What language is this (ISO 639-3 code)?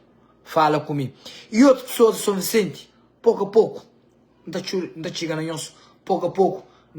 kea